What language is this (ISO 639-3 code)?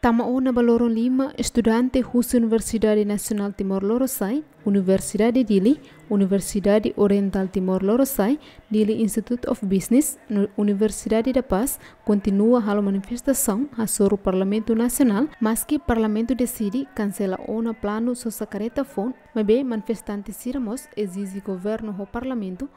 tet